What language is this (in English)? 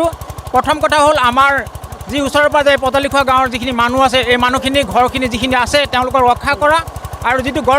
Assamese